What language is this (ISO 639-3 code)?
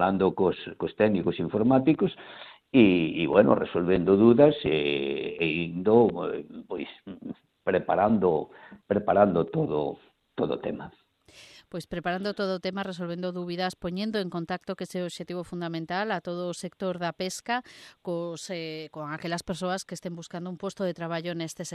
glg